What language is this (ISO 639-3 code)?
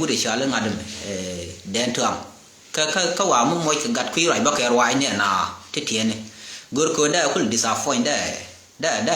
nus